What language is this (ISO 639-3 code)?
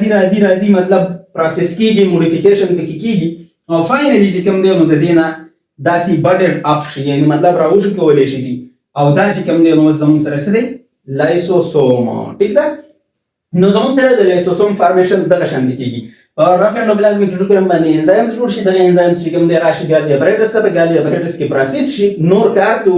pus